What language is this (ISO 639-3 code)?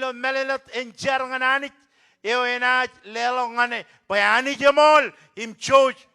mah